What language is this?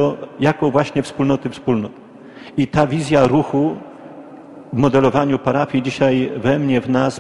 Polish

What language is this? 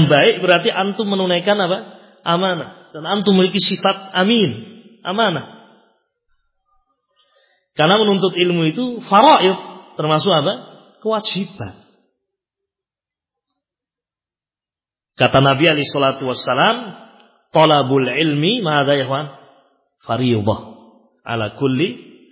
Indonesian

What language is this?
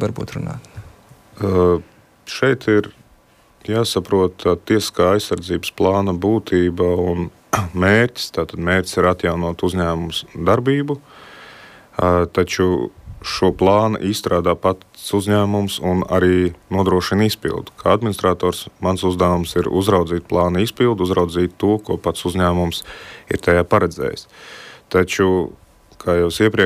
Latvian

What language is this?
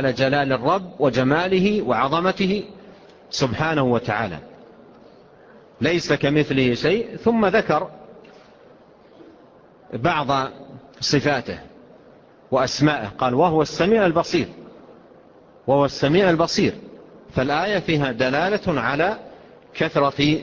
Arabic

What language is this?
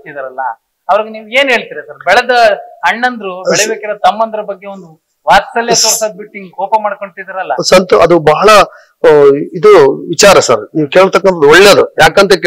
Kannada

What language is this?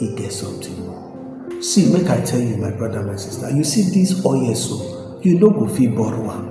Nigerian Pidgin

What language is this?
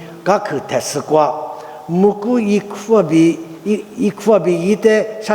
Lisu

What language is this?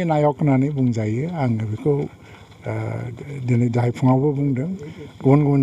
Bodo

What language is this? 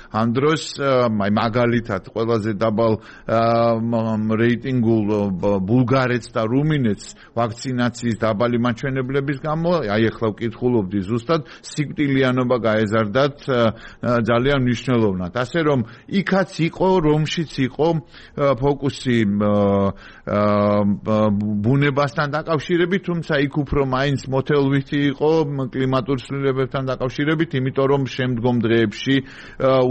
Georgian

